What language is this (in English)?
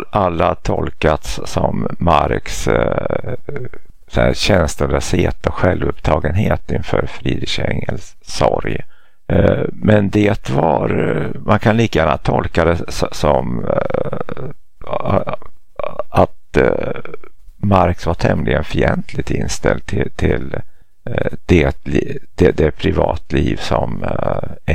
Swedish